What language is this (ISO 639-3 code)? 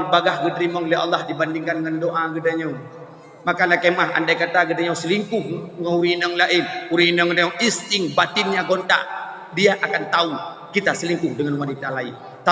ace